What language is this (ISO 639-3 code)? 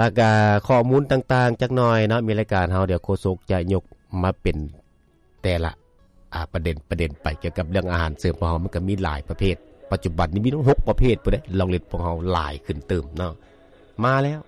lao